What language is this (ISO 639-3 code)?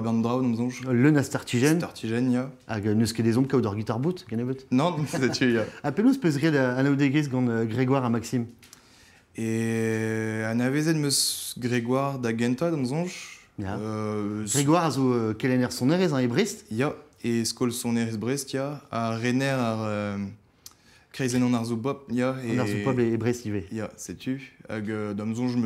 bre